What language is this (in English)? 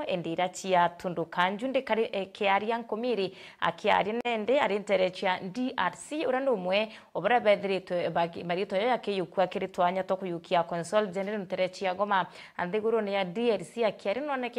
Meru